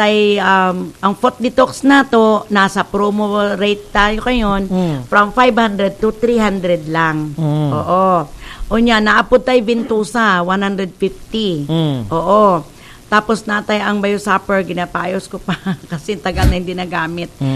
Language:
Cebuano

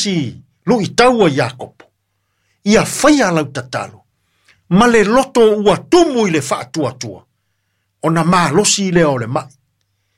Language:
Samoan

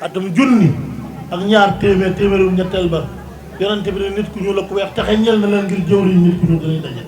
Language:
Wolof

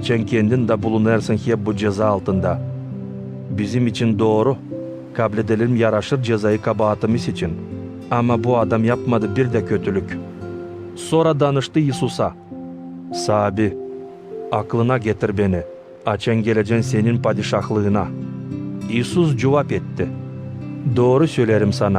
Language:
Gagauz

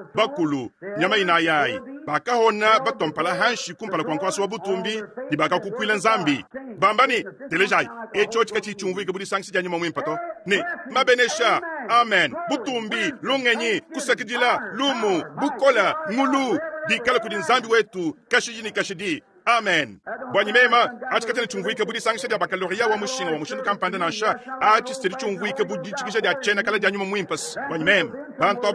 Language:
Luba-Lulua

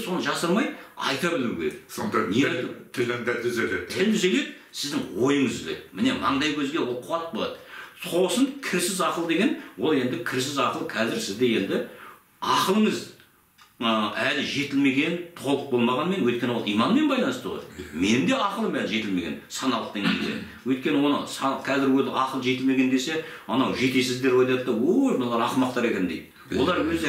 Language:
Kazakh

